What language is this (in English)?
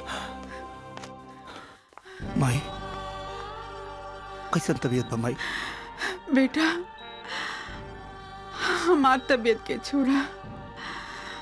Bhojpuri